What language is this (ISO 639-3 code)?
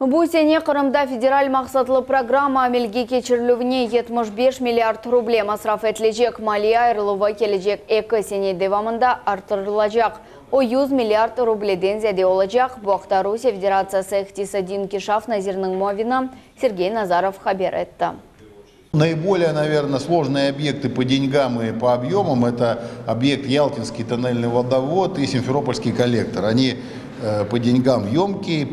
crh